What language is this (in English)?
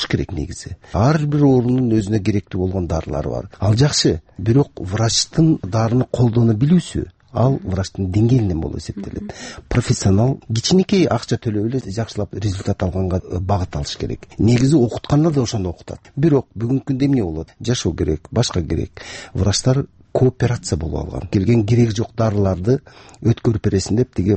Kyrgyz